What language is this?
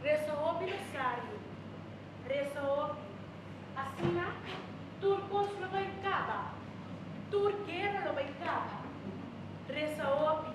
Papiamento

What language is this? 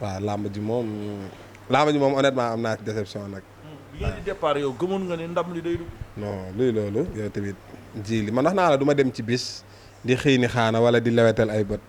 Wolof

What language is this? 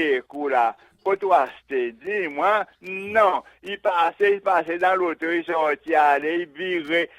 Seselwa Creole French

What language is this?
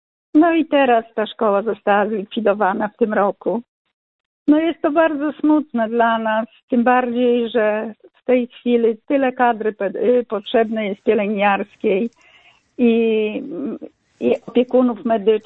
Polish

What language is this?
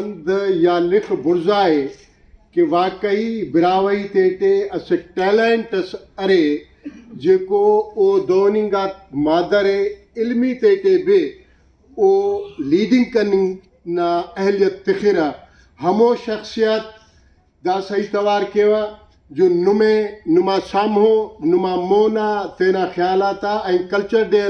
Brahui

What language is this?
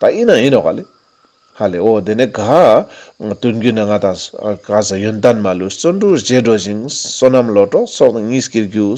Ladakhi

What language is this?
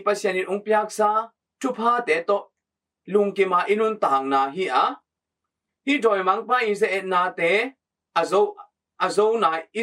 Tedim Chin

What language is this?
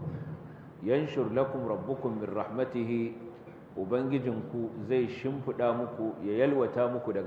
Hausa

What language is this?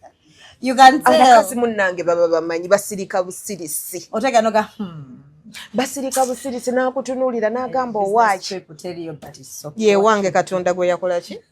Ganda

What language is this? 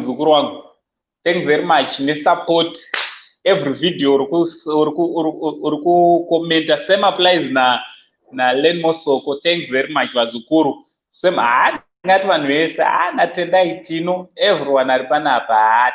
Shona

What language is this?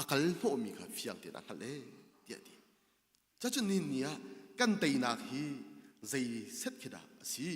Hakha Chin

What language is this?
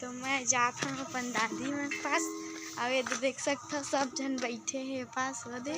Chhattisgarhi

